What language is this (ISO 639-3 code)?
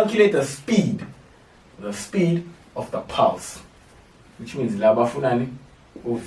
zul